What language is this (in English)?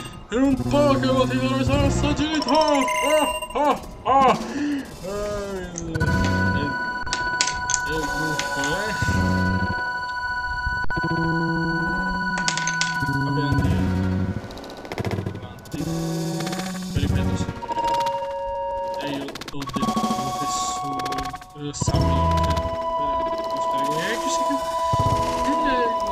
Italian